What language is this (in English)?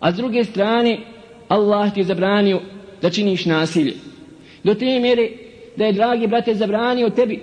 Bosnian